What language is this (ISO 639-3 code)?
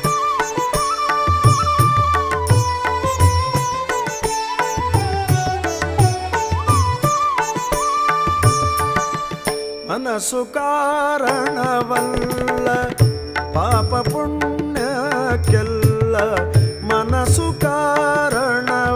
kan